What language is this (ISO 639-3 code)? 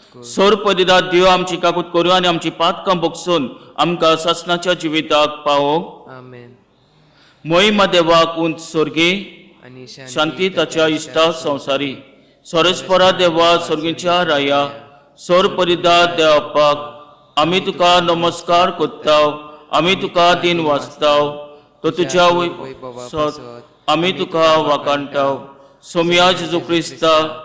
kok